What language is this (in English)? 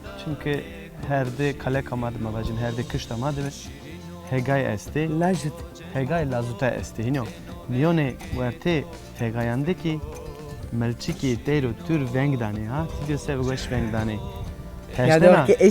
Zaza